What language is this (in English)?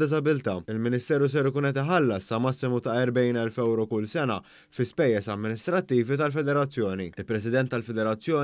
Maltese